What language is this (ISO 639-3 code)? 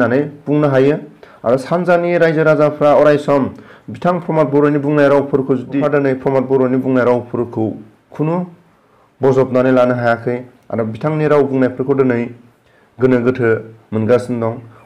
brx